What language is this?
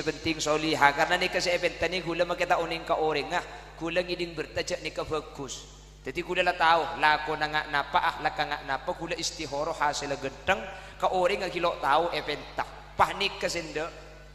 Madurese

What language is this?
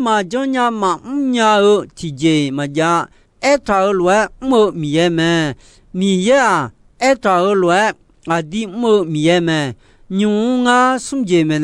Akha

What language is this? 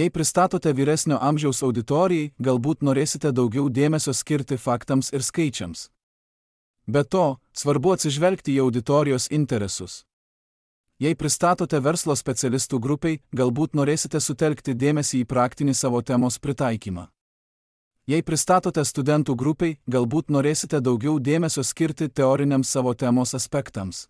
Lithuanian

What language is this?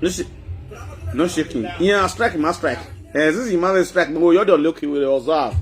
Nigerian Pidgin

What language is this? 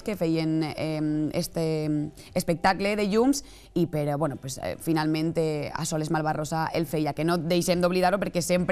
Catalan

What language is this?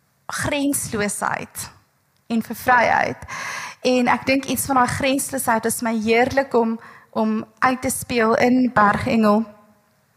Afrikaans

